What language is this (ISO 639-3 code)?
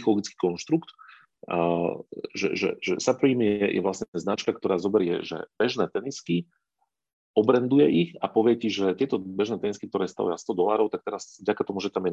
slk